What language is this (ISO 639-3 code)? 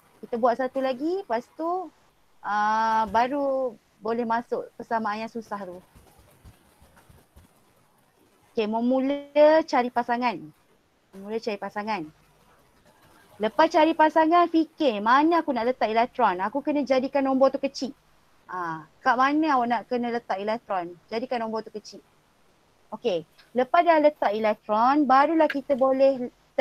msa